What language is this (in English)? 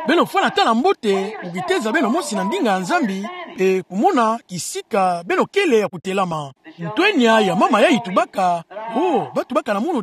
Kituba (Democratic Republic of Congo)